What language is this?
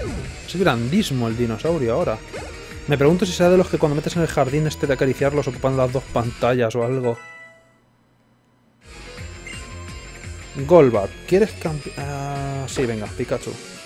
Spanish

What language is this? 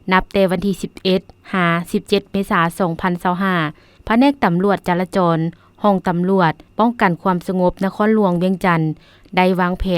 Lao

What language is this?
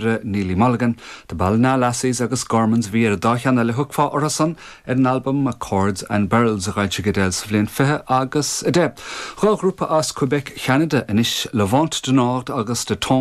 Irish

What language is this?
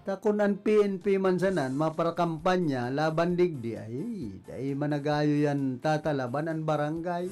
Bikol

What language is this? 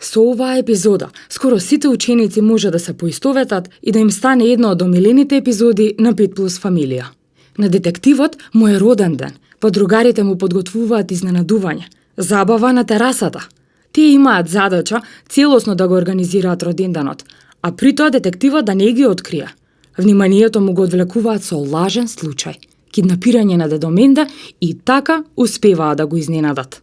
Macedonian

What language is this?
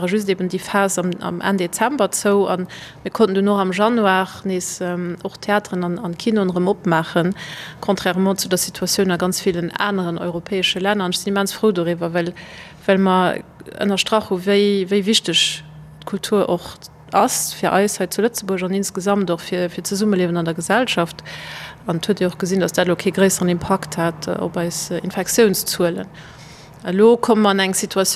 Luxembourgish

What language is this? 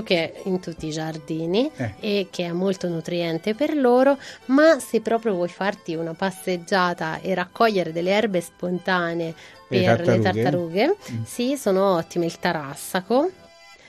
Italian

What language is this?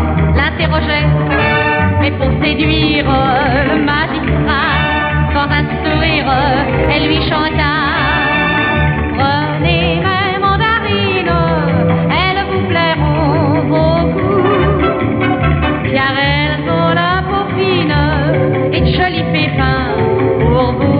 French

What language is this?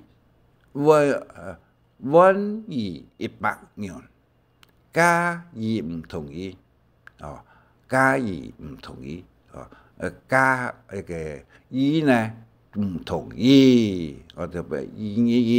Hakka Chinese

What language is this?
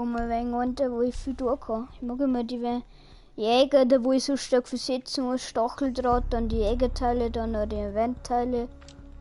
Bavarian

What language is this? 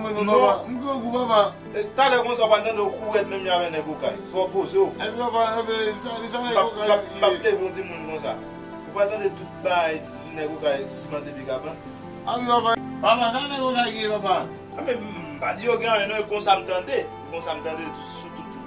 Haitian Creole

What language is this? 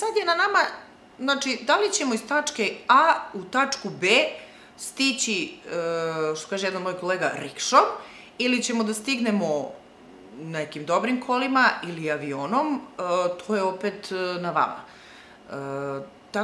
Serbian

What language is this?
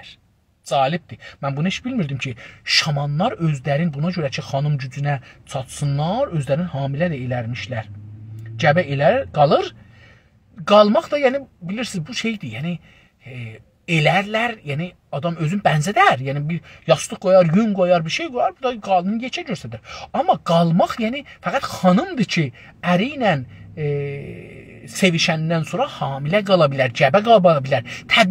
South Azerbaijani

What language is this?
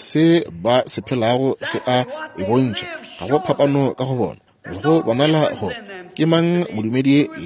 Northern Sotho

